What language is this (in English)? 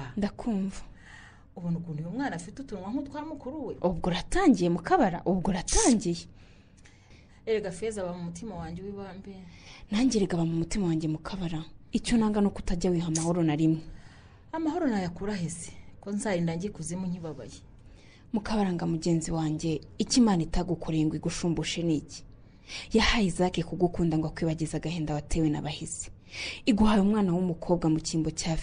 Kinyarwanda